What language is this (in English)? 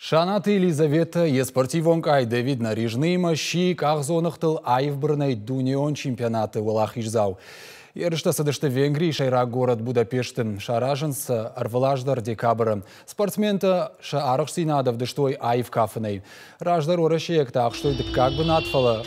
Ossetic